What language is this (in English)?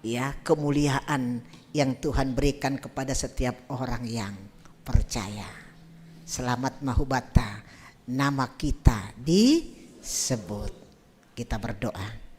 Batak Simalungun